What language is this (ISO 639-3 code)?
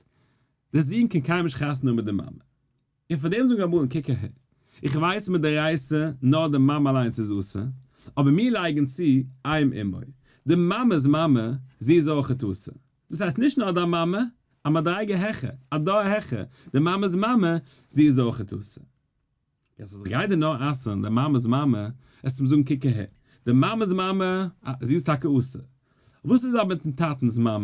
yid